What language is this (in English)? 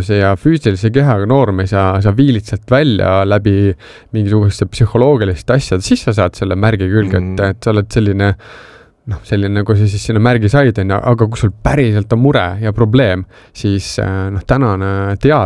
Estonian